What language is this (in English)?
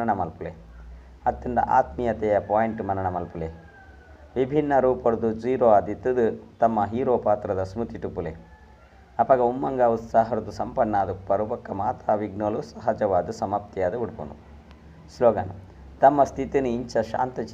Tulu